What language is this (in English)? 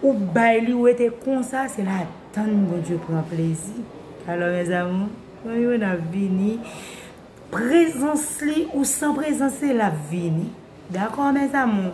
Haitian Creole